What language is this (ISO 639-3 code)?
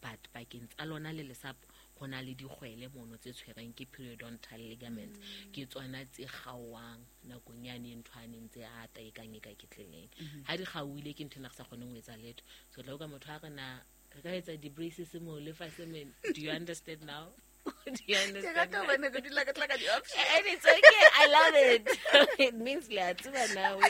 sot